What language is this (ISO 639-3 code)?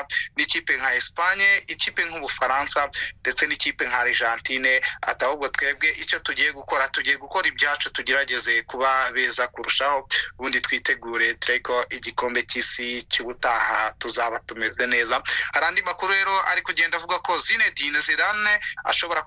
kin